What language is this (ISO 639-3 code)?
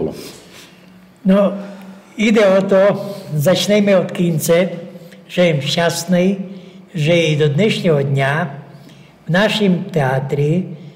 slk